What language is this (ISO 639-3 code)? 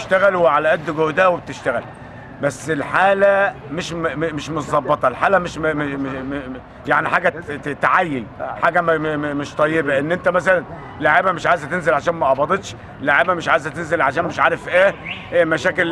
arz